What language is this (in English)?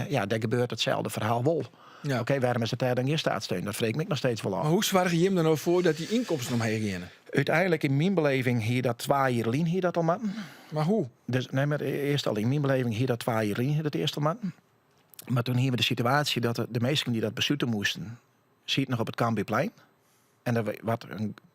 Western Frisian